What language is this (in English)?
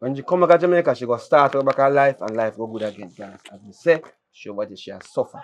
Jamaican Creole English